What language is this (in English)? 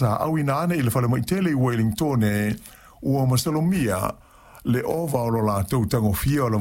Samoan